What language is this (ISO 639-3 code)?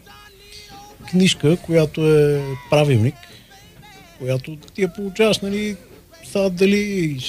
bul